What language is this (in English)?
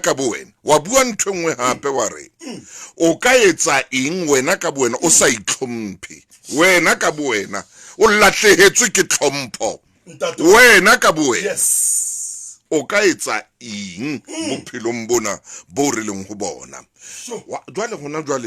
Southern Sotho